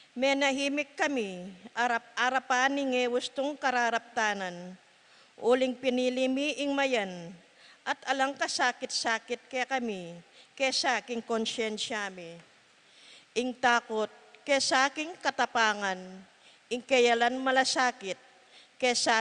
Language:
Pampanga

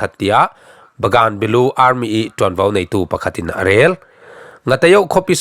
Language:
Falam Chin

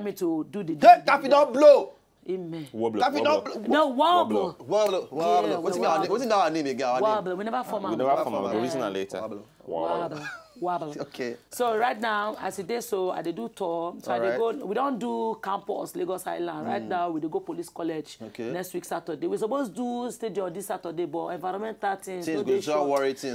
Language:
Nigerian Pidgin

